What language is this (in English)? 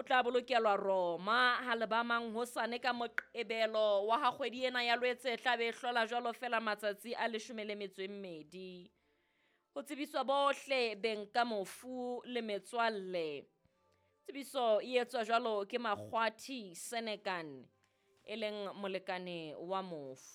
Southern Sotho